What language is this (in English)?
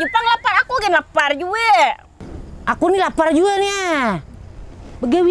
Banjar